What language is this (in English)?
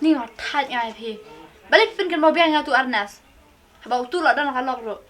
Khasi